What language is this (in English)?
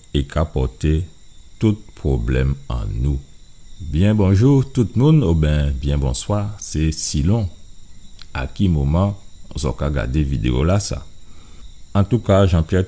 Guadeloupean Creole French